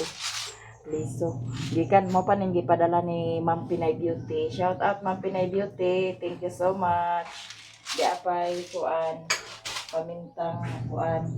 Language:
Cebuano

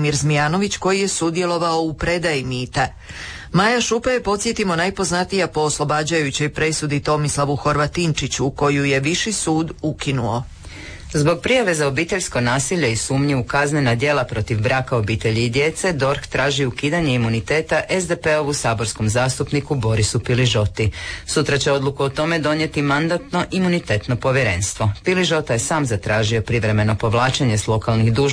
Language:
Croatian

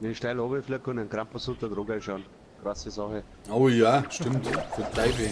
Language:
Bavarian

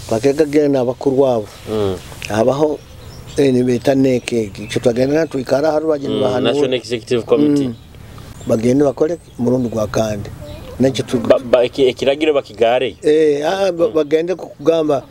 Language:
Nyoro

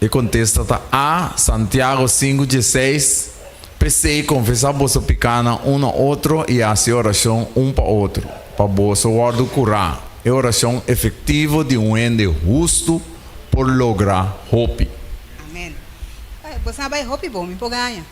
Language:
Papiamento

